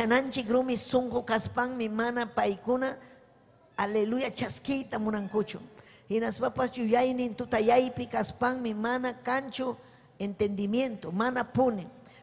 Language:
Ayacucho Quechua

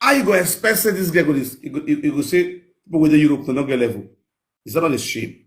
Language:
Nigerian Pidgin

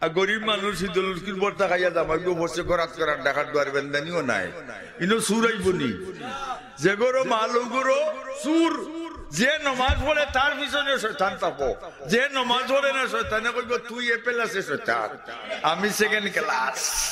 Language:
Sylheti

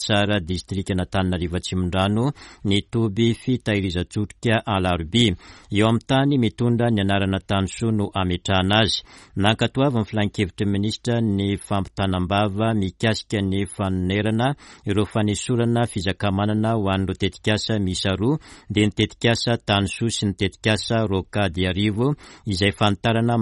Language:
Malagasy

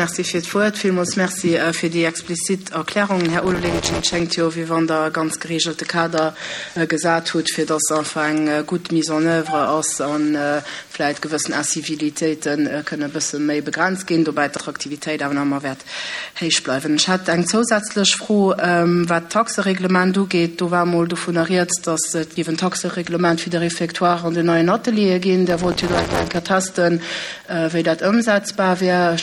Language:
Luxembourgish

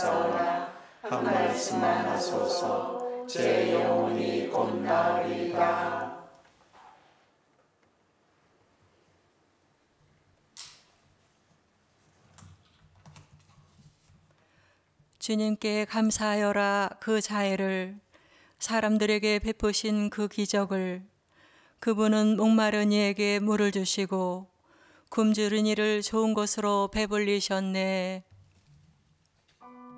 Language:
Korean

